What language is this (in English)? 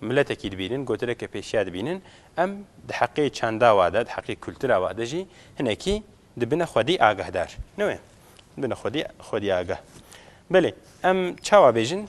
Kurdish